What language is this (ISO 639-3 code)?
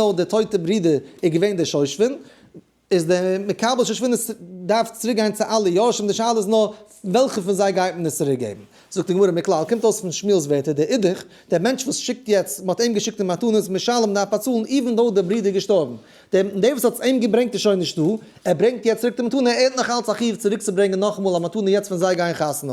yid